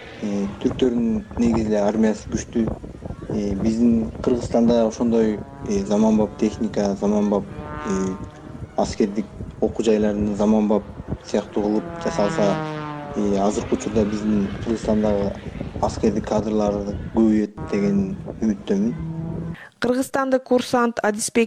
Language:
Kyrgyz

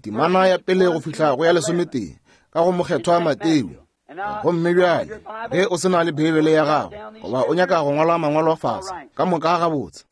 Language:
Northern Sotho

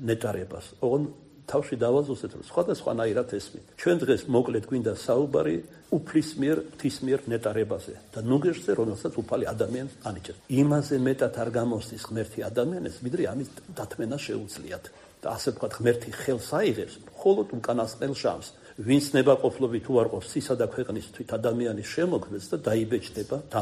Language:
Georgian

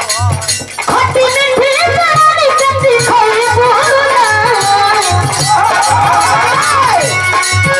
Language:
Bhojpuri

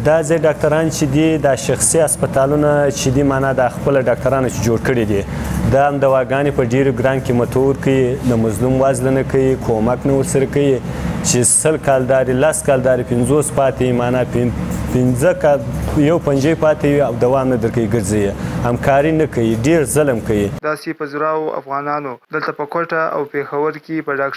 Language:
Pashto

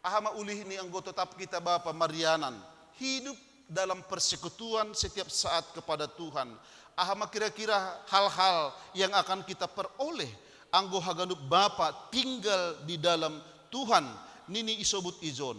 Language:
Batak Simalungun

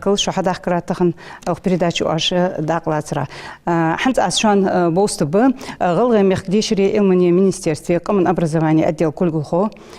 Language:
Ingush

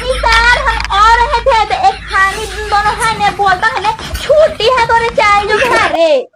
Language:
Magahi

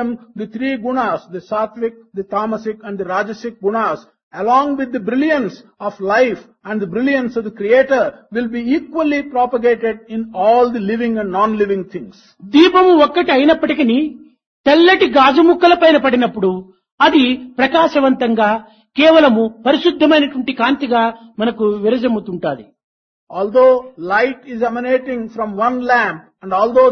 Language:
Telugu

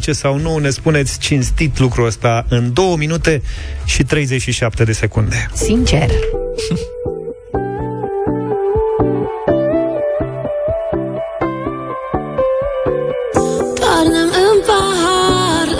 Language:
Romanian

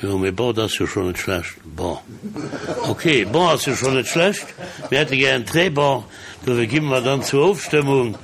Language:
Luxembourgish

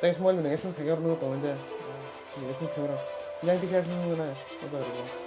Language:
Kok Borok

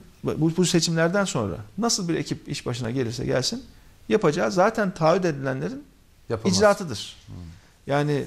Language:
Turkish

